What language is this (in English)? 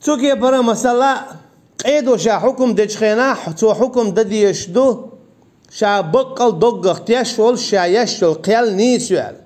Chechen